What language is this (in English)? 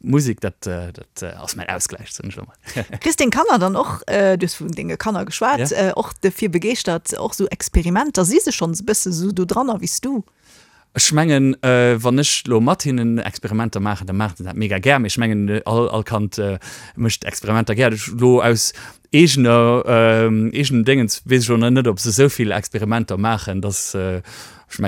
Luxembourgish